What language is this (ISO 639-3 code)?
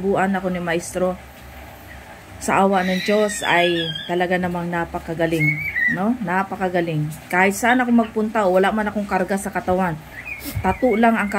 fil